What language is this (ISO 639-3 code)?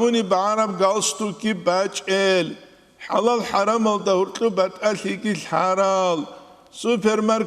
ava